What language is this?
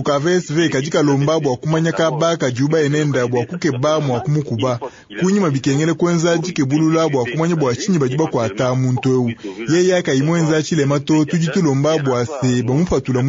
Luba-Lulua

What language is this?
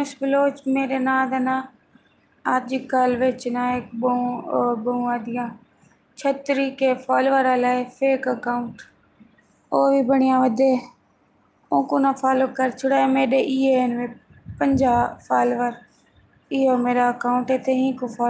Saraiki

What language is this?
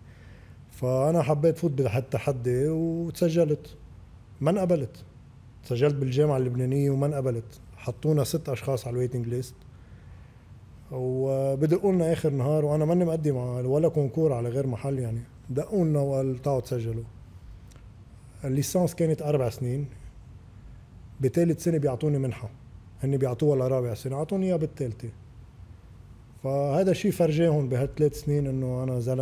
North Levantine Arabic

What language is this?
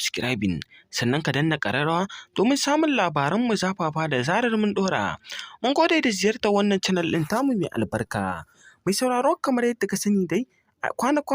Hausa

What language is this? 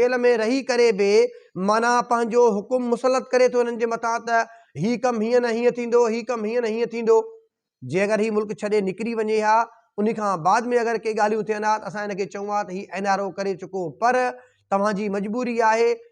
Sindhi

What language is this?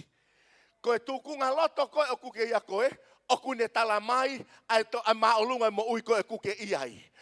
Tongan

